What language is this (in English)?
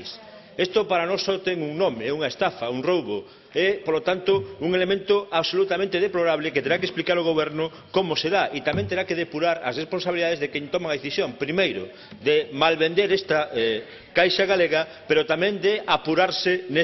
Galician